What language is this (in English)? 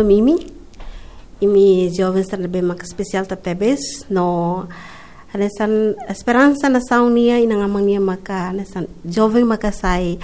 Tetum